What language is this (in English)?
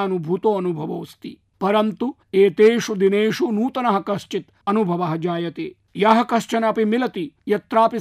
Sanskrit